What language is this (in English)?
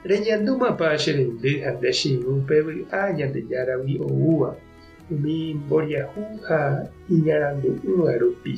Guarani